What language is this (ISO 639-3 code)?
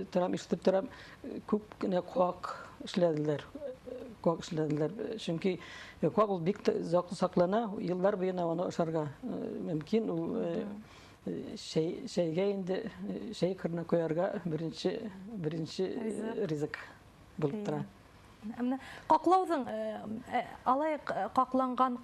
bak